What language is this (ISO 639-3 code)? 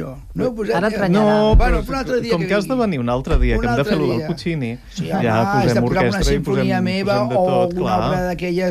cat